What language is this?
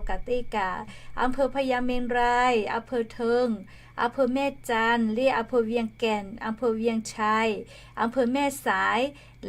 Lahu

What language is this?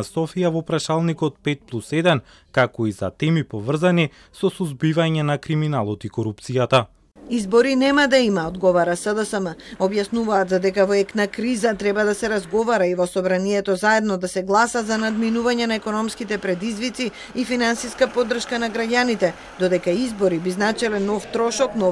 Macedonian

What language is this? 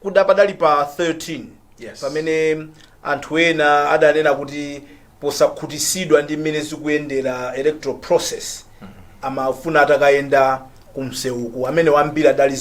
Nyanja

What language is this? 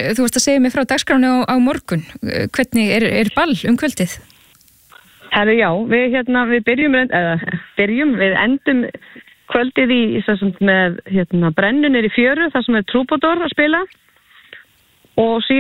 Icelandic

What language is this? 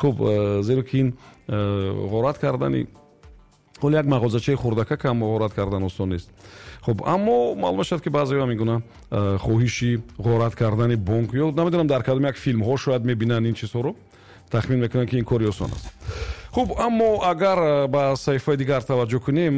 Tajik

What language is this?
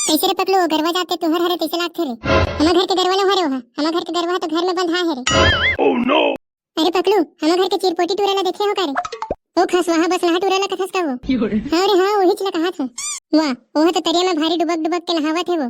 Chhattisgarhi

